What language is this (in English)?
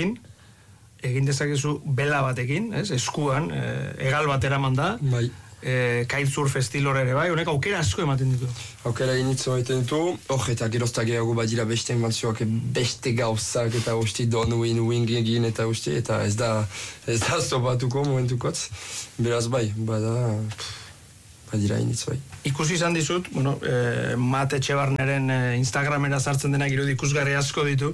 Basque